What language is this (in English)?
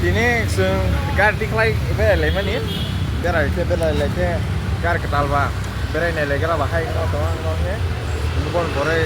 Kok Borok